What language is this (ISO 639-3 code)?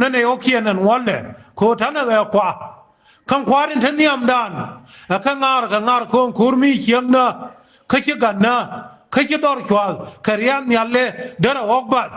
nus